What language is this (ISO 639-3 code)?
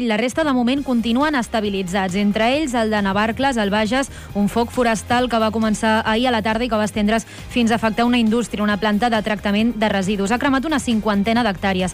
cat